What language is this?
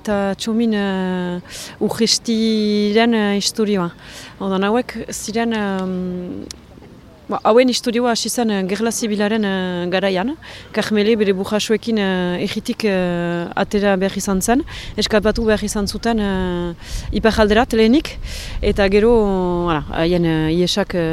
Basque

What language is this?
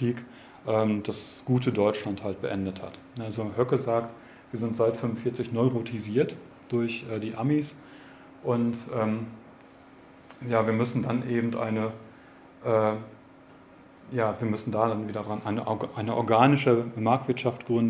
German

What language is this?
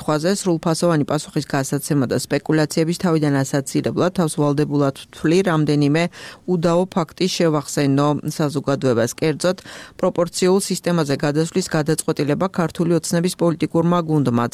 Georgian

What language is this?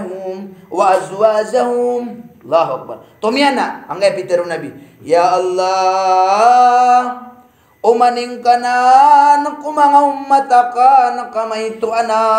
Maranao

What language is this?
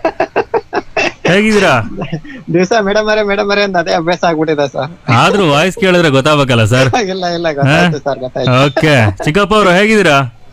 Kannada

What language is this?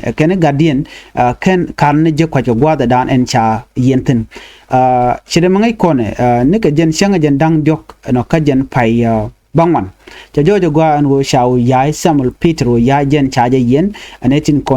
Nuer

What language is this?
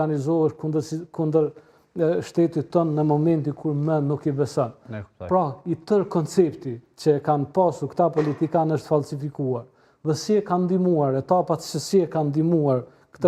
Albanian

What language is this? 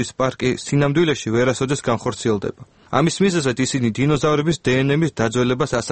Georgian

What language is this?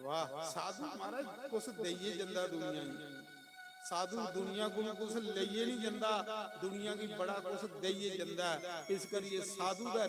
Dogri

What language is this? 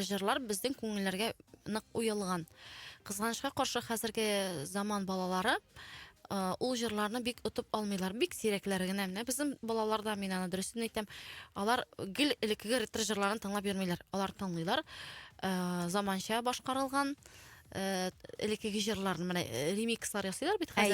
Tatar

